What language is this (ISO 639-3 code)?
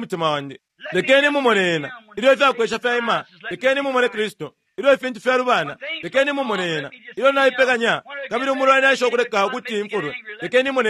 bem